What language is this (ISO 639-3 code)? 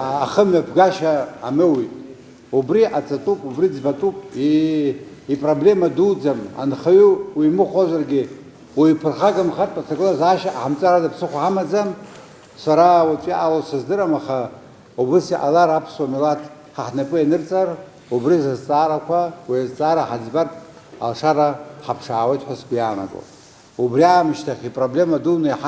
abk